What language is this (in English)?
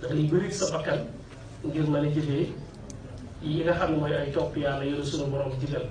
Wolof